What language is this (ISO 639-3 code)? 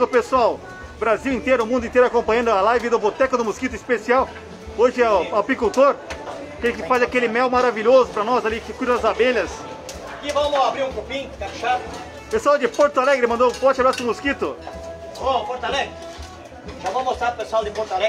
por